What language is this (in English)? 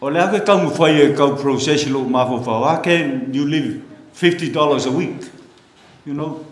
Samoan